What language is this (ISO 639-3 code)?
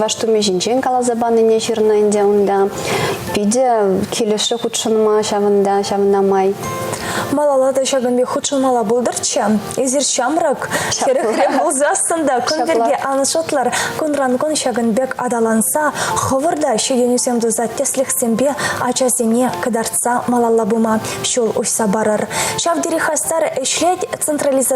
chv